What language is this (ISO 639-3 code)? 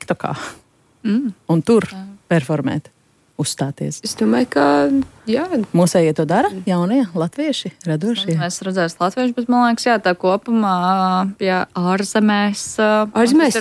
lav